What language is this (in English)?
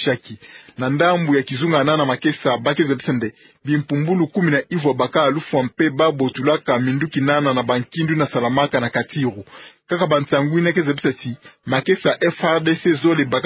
Kituba (Democratic Republic of Congo)